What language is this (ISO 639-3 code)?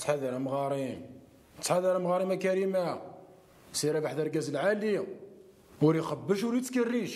kab